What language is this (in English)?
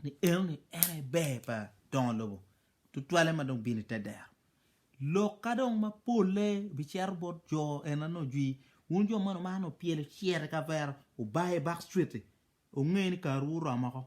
Acoli